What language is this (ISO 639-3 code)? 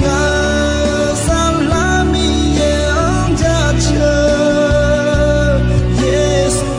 ahk